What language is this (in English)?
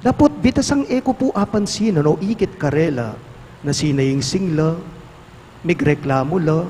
Pampanga